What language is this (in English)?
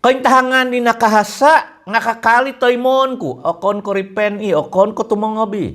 Central Dusun